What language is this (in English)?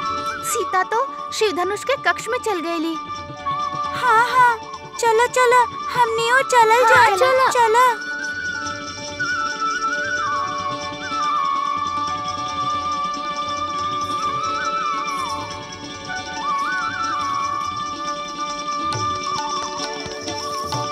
Bhojpuri